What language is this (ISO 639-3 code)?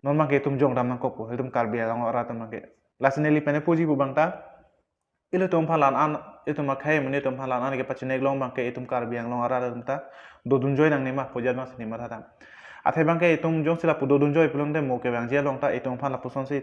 mjw